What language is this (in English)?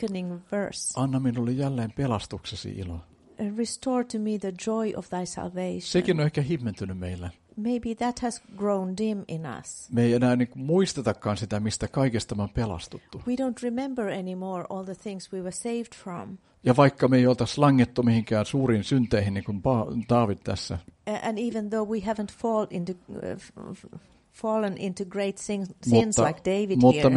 Finnish